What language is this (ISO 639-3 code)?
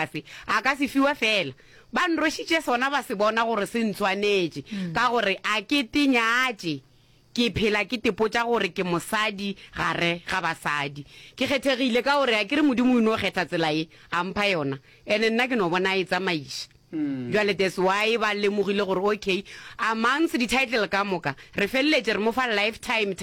nso